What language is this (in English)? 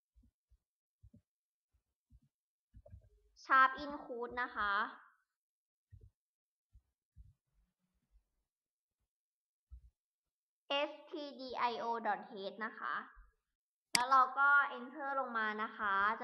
Thai